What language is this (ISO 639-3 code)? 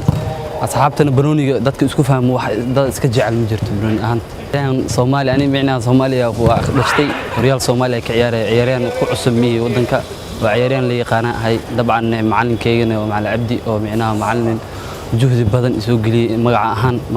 som